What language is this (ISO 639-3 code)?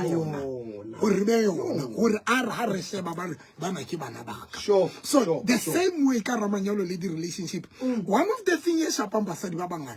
sot